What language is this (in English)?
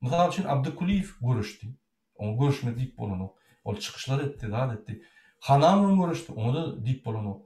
Turkmen